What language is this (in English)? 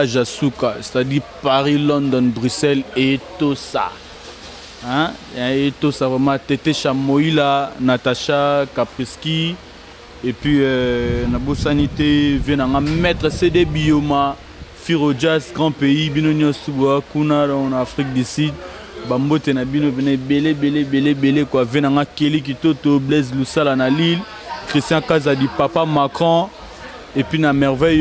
Lingala